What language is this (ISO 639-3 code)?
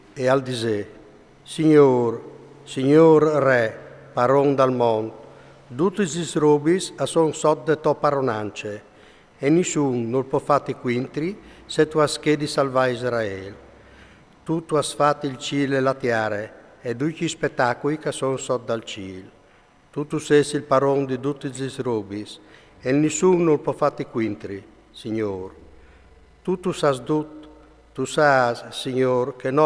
fur